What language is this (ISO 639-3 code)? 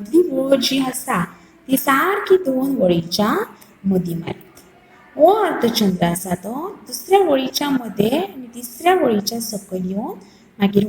kok